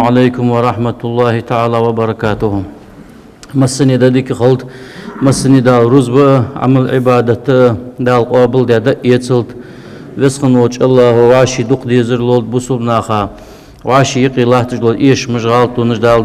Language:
Ingush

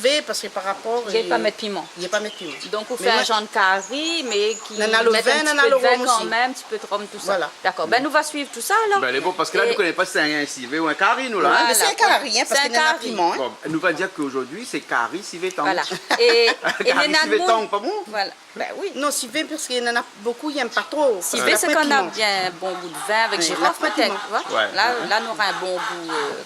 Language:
Réunion Creole French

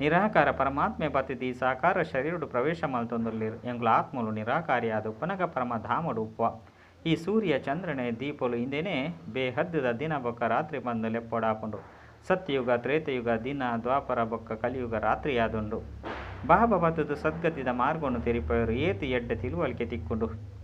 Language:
Tulu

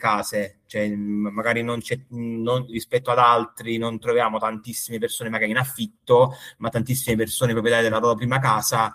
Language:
Italian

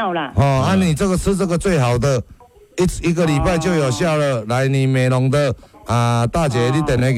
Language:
Min Nan Chinese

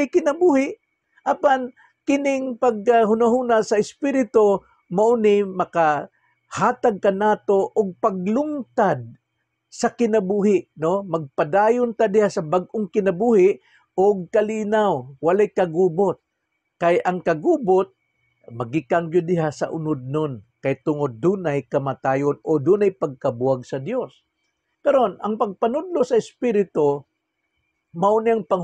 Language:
Cebuano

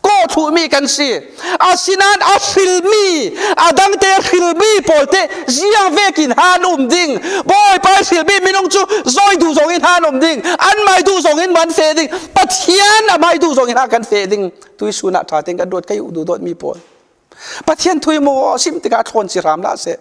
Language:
Falam Chin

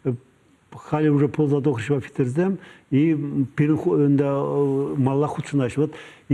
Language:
Chuvash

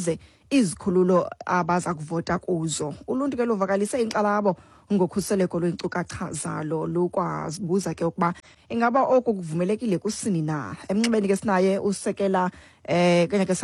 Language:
Xhosa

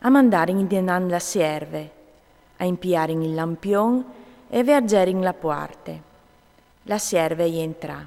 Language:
Friulian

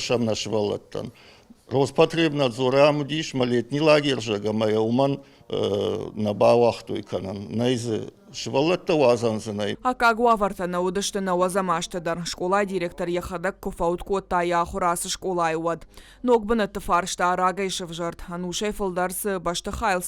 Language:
Ossetic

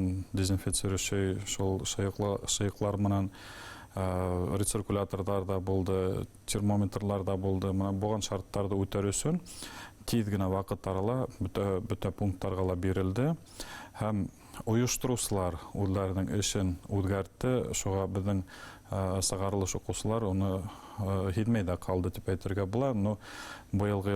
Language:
Bashkir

